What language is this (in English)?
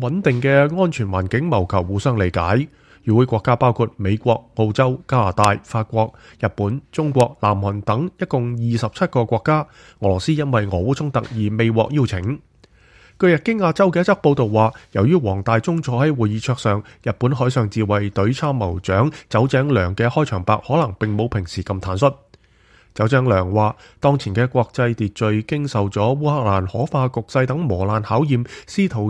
Cantonese